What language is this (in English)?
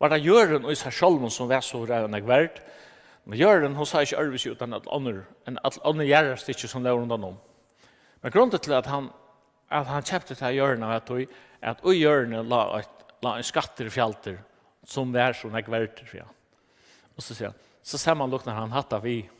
Faroese